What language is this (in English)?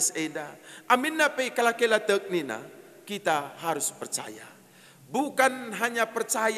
Batak Karo